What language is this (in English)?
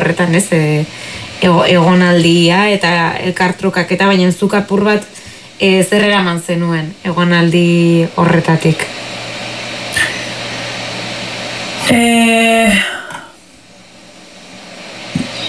Basque